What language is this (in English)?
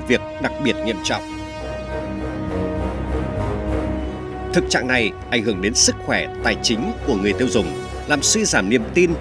Vietnamese